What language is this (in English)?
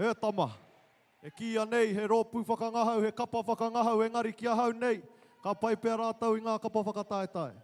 Māori